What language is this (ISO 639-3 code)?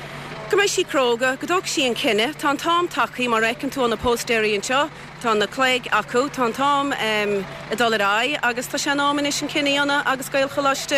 gle